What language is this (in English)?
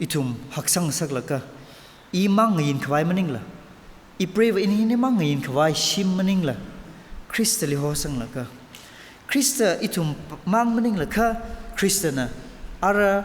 Tangkhul Naga (India)